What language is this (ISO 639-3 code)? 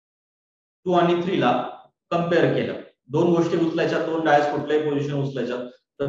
mar